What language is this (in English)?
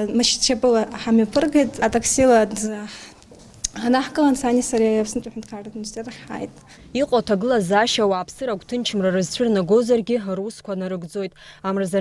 Abkhazian